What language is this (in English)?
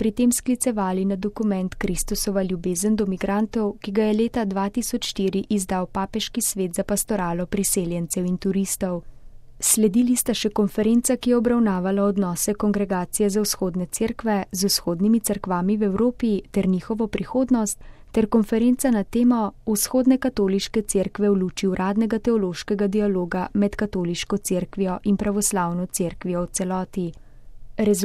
Slovenian